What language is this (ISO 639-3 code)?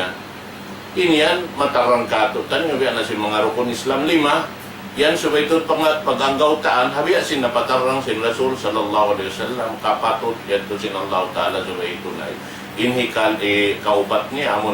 tsg